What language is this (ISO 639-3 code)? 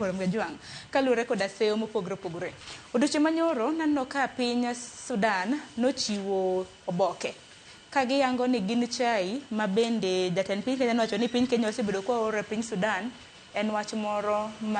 luo